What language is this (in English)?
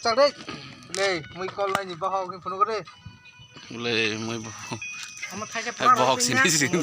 Kok Borok